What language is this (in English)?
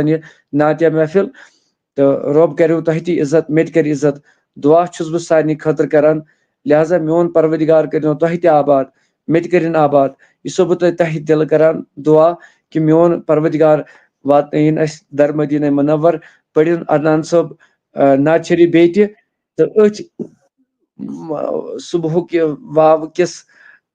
Kashmiri